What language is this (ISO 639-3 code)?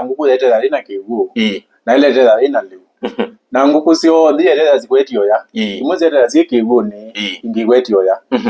kam